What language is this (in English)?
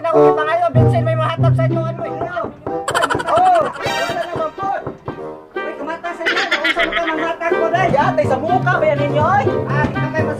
Cebuano